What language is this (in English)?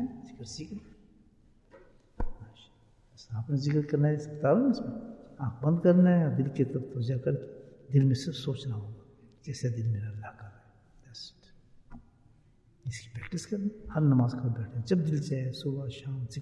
Urdu